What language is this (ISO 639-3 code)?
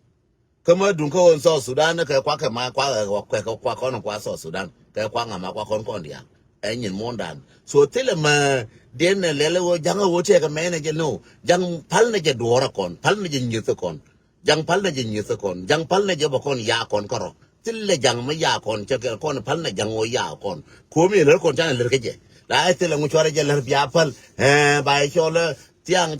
nus